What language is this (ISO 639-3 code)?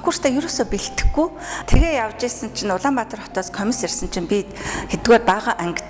mon